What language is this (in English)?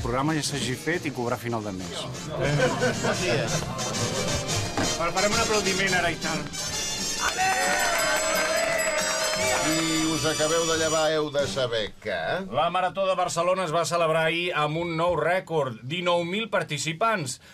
Catalan